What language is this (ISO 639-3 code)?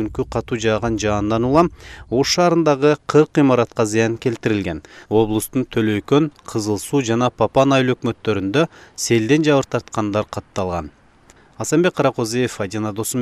kir